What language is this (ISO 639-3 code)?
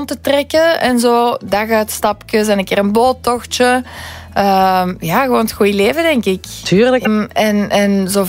nld